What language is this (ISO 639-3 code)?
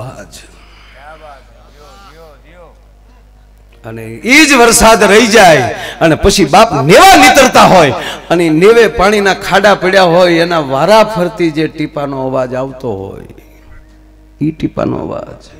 guj